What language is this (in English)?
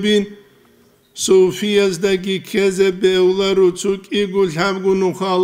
Avaric